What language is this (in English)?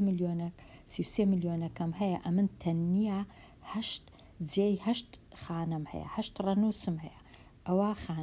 Central Kurdish